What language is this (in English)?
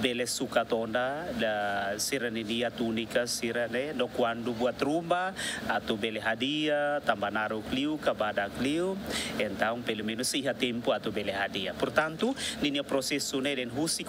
Tetum